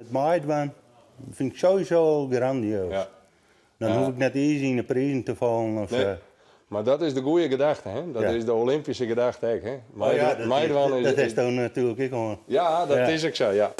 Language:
Western Frisian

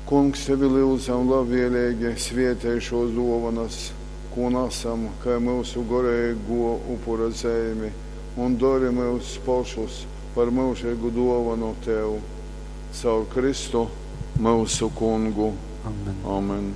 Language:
Latgalian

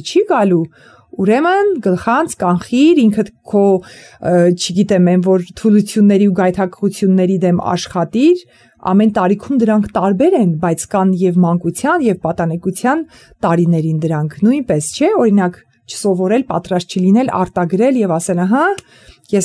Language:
Armenian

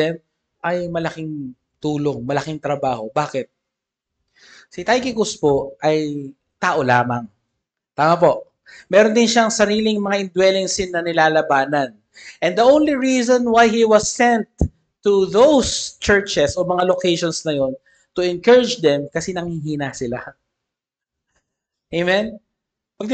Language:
Filipino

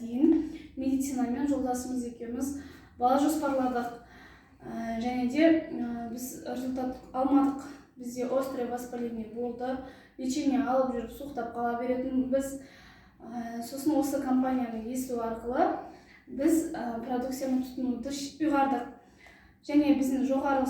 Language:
Kazakh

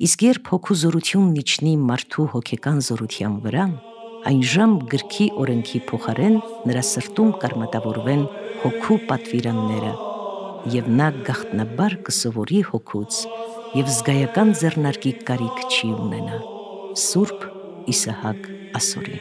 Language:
Armenian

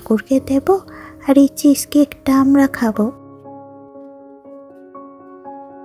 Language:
Bangla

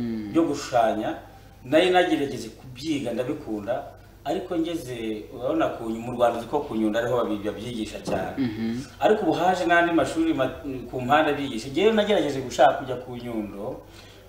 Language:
Kinyarwanda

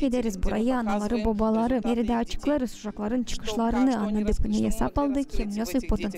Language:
Gagauz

